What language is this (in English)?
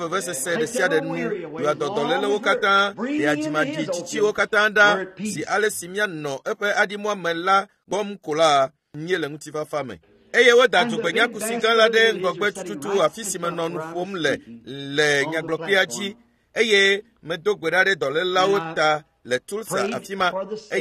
Ewe